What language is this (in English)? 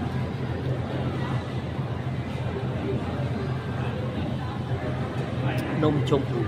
Lao